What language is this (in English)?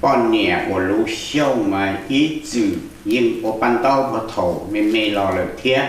Hmong